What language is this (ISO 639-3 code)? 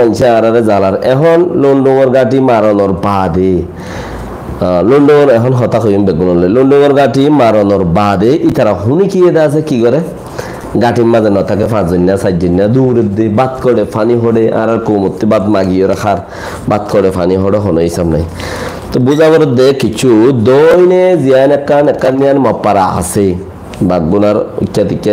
rhg